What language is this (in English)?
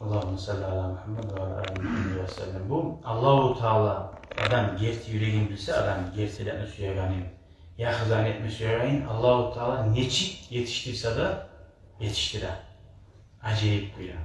Kumyk